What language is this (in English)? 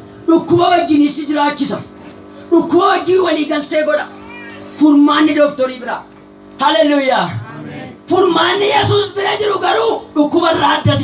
Oromo